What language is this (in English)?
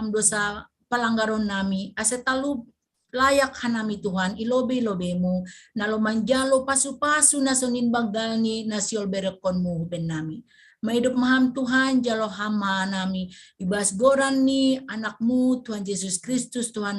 Batak Simalungun